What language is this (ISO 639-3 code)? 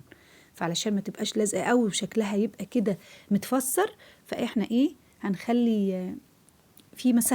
arz